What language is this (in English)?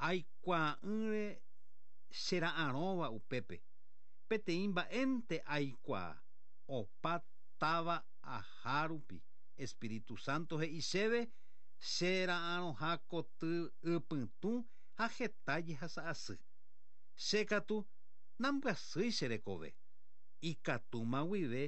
Guarani